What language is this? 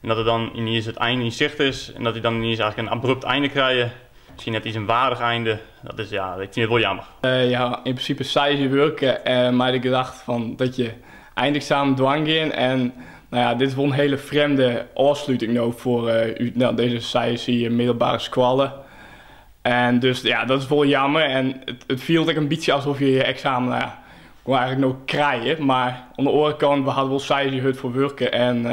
Western Frisian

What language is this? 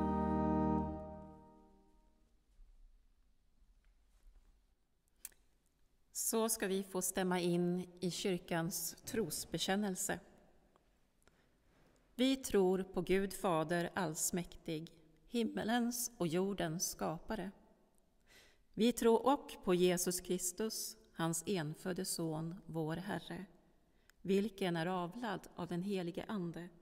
Swedish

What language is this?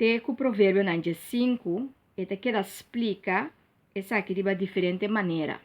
Papiamento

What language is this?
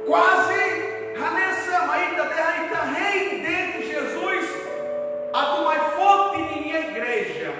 Tetum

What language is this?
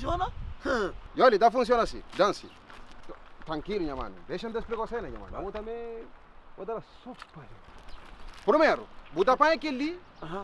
Kabuverdianu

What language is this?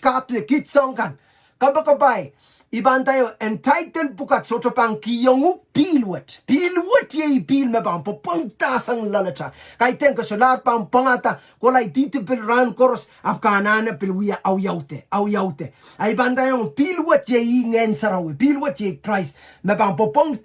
Pohnpeian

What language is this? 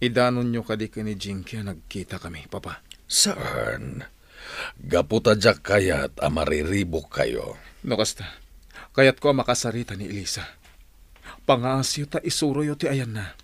Iloko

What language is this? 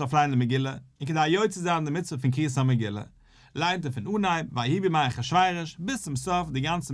Yiddish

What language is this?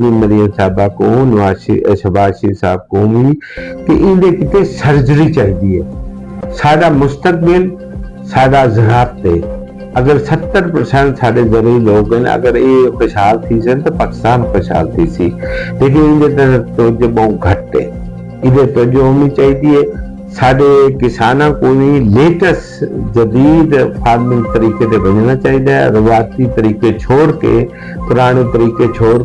Saraiki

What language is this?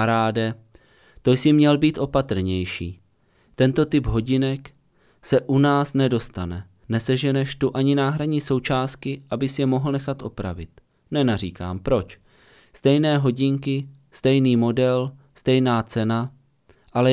Czech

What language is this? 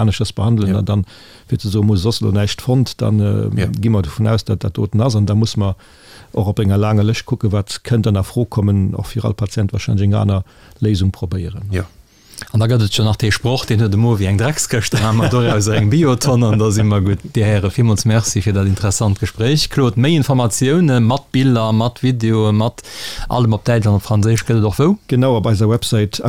Luxembourgish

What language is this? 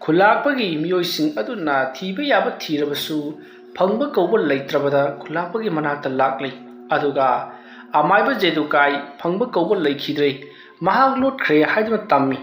Manipuri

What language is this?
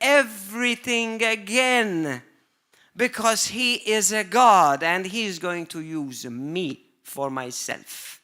English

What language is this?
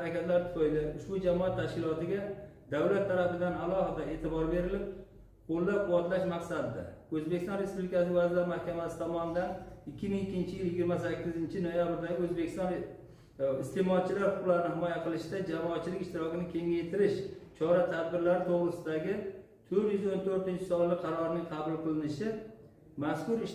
Uzbek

